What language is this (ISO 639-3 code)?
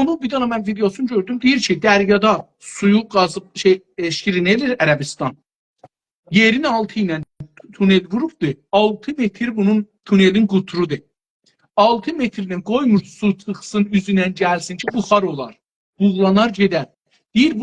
azb